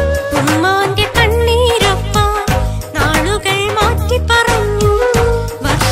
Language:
Malayalam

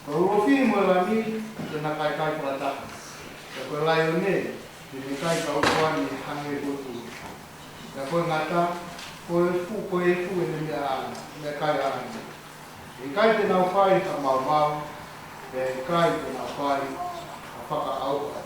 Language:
Tongan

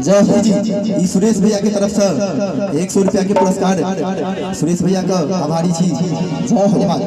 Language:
Maithili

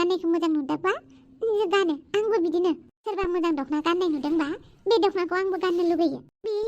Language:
Bodo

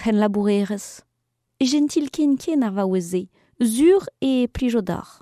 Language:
Breton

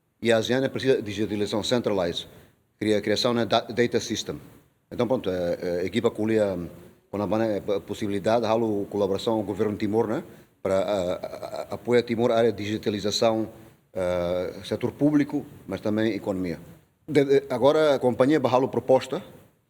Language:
Tetum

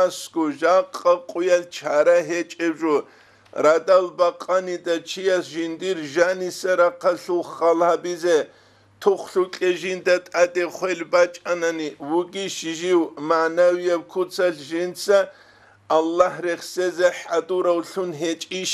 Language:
Avaric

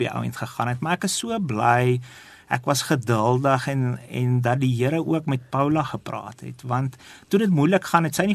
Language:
Afrikaans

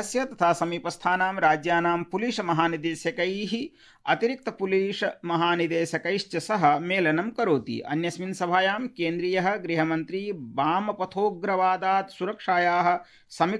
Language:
Sanskrit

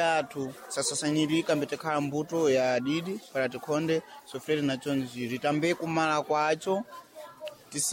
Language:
Sena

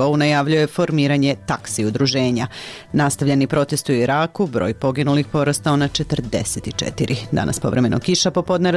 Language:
Serbian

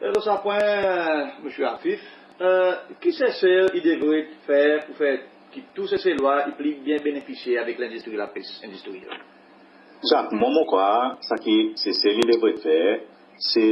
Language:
Seselwa Creole French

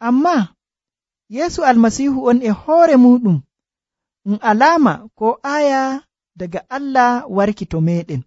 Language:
Nigerian Fulfulde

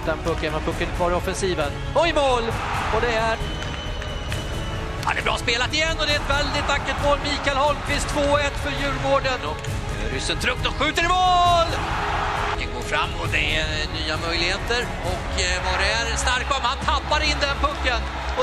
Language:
Swedish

